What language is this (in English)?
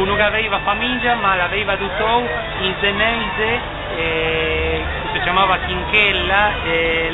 Ligurian